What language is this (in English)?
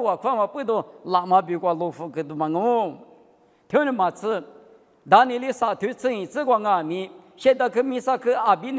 Lisu